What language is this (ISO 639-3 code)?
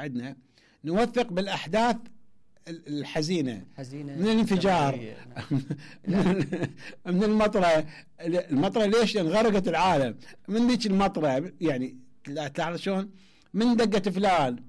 acm